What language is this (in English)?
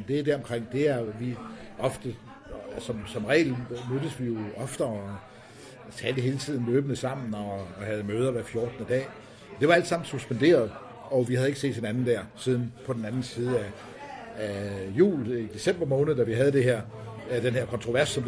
Danish